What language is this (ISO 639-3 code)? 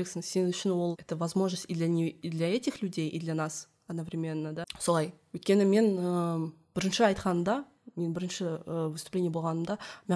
kaz